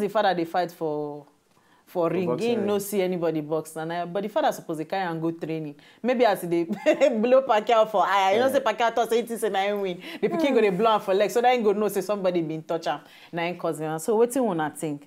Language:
Nigerian Pidgin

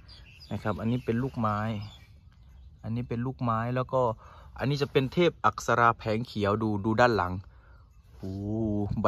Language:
Thai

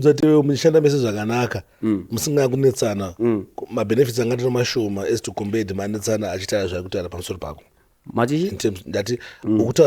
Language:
Shona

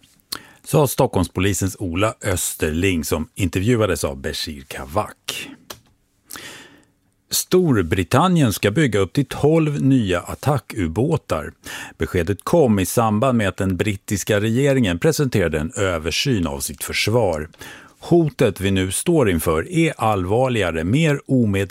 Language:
Swedish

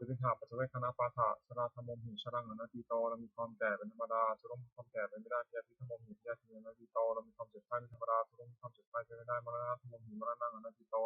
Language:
Pali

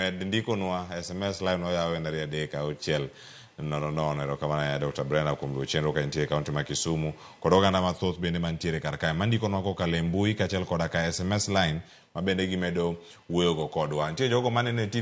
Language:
Luo (Kenya and Tanzania)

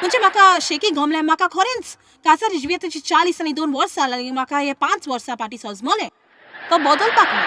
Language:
Konkani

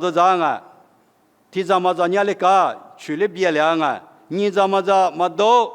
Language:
Lisu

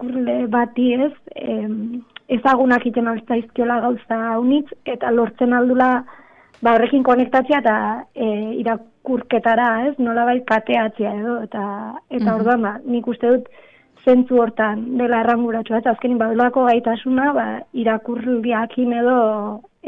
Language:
Basque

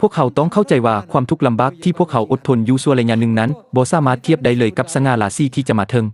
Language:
Lao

